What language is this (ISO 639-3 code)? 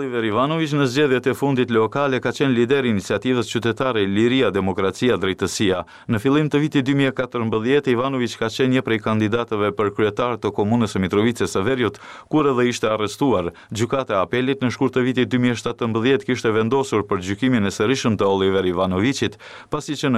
sqi